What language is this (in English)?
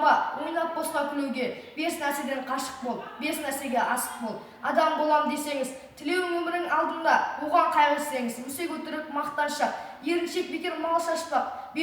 Kazakh